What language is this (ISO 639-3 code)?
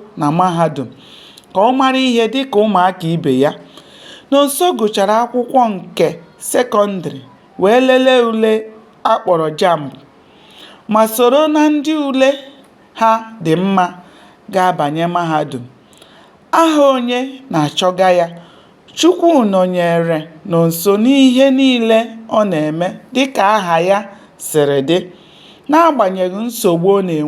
ibo